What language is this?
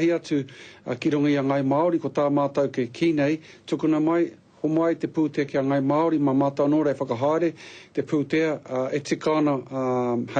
Māori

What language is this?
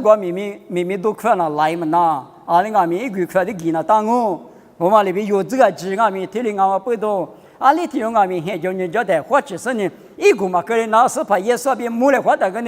Lisu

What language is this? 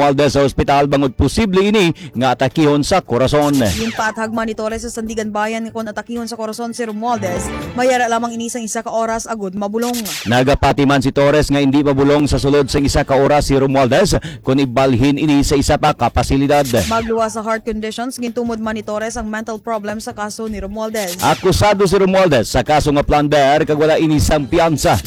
Hiligaynon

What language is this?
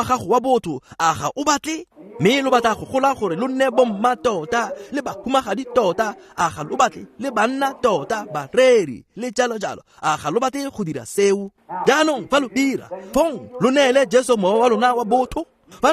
Tswana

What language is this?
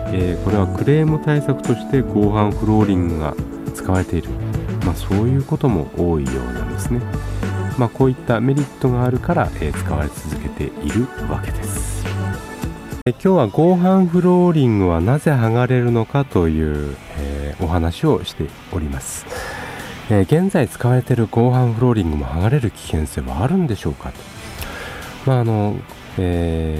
Japanese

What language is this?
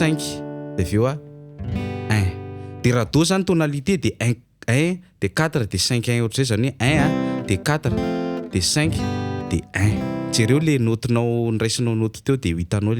Malagasy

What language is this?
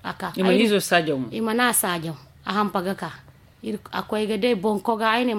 Zarma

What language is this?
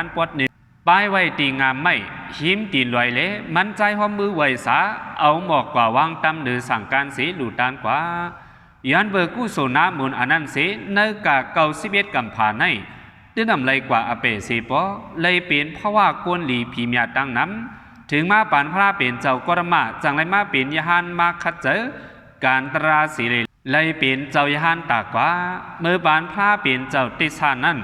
Shan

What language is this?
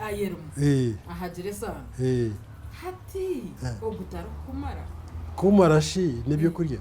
Nyankole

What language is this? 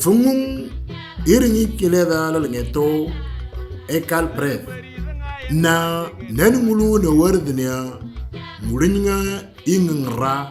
Moro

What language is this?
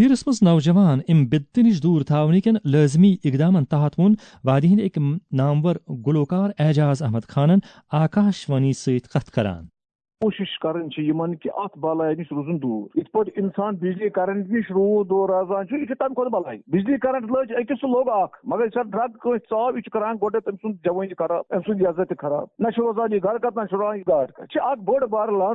Kashmiri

